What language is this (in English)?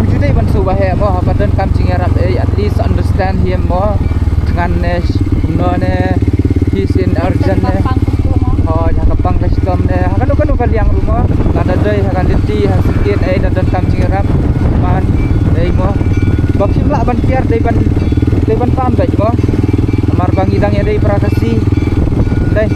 Khasi